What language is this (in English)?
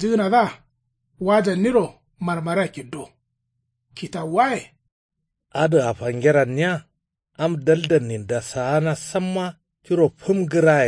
Kanuri